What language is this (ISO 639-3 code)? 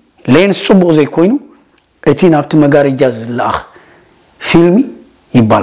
tir